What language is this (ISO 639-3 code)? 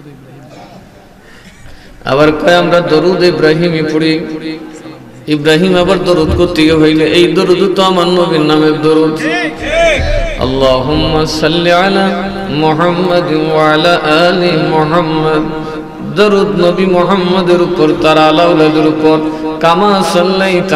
ben